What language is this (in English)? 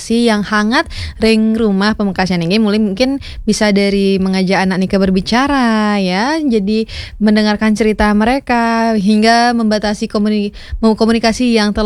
Balinese